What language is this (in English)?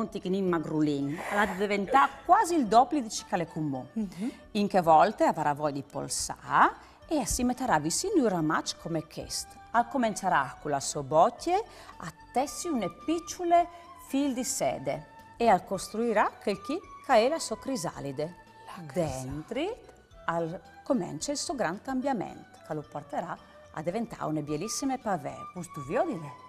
Friulian